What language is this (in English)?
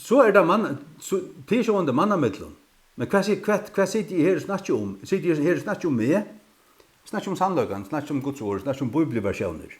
Faroese